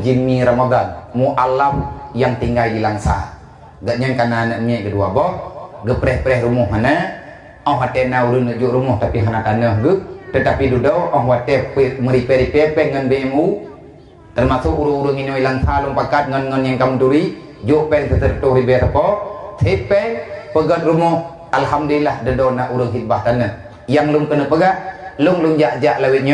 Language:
Achinese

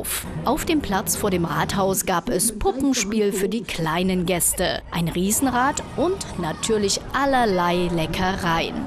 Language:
German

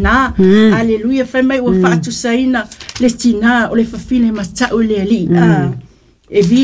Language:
Samoan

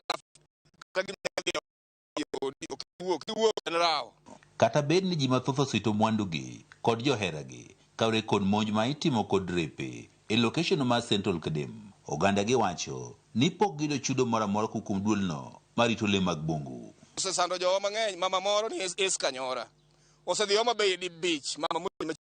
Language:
Luo (Kenya and Tanzania)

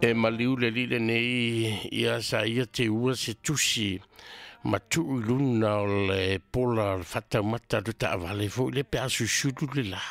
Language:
Samoan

